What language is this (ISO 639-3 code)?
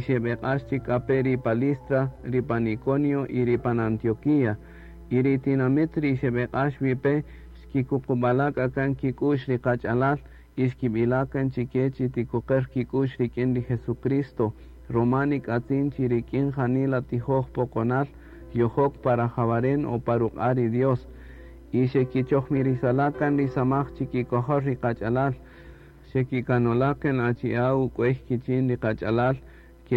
cak